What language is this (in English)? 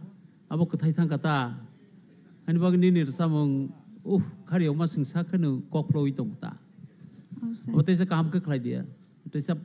Kok Borok